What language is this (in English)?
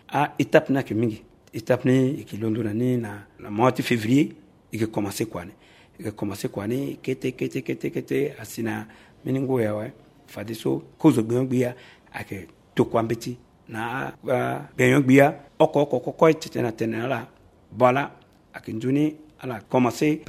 Sango